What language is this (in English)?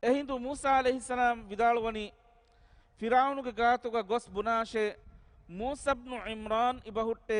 Divehi